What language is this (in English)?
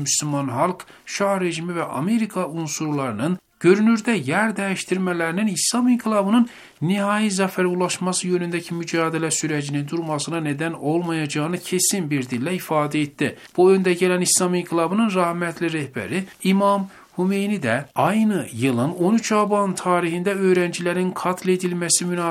Turkish